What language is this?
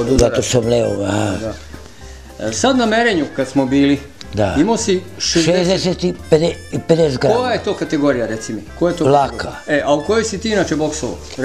Serbian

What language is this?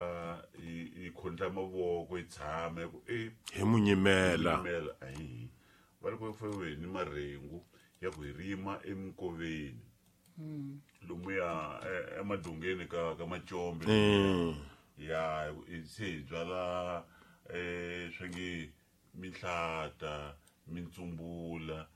Tsonga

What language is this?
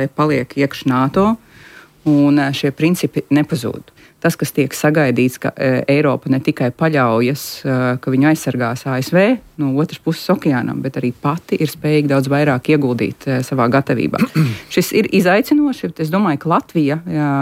Latvian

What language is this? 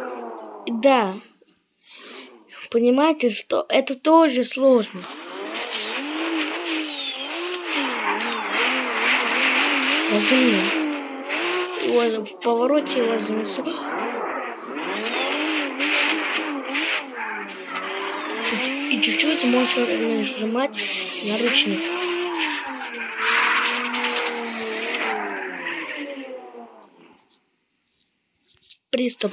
Russian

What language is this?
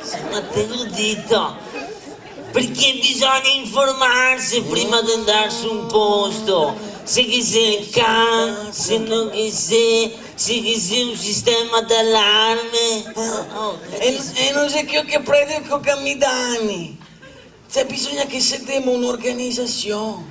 Venetian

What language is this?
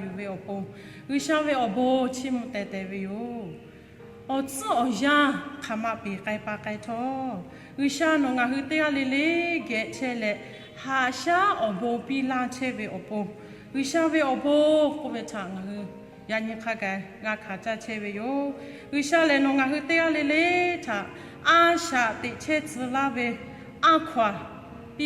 Lahu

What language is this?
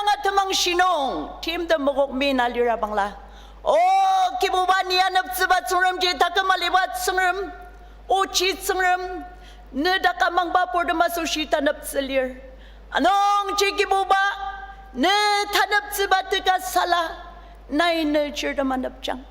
Ao Naga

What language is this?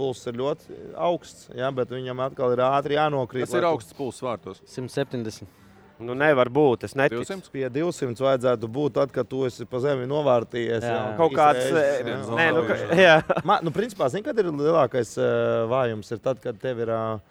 Latvian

